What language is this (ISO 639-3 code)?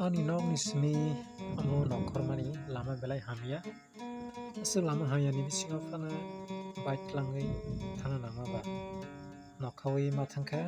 trp